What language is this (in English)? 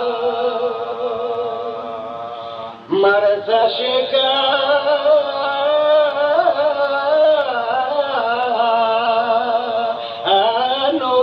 Greek